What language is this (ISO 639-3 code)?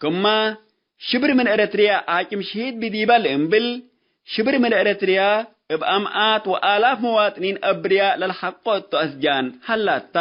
tig